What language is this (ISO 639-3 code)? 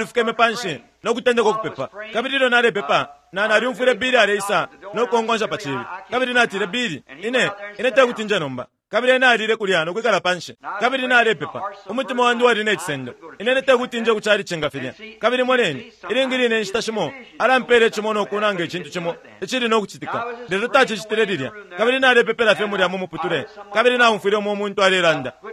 bem